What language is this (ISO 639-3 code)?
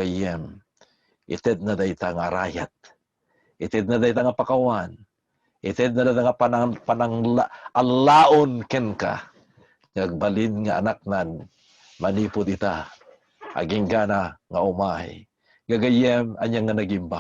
ilo